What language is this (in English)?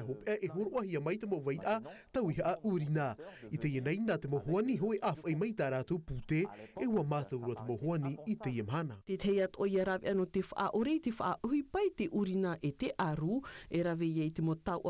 Tahitian